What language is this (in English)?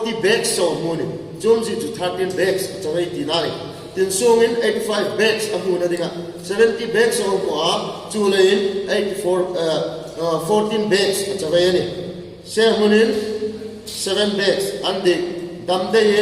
Hmar